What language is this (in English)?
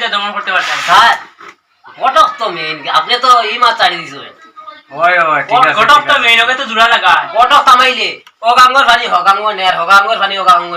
Sylheti